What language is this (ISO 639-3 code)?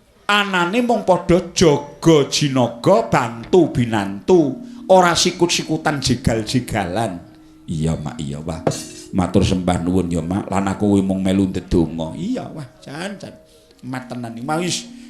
jav